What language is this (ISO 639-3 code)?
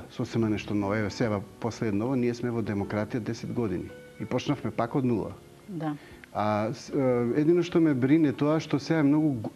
mkd